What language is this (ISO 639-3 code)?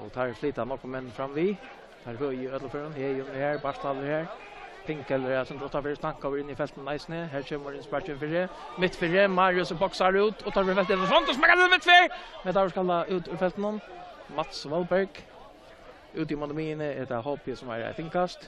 fao